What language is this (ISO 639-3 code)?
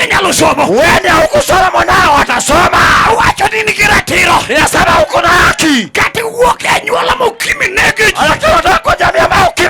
luo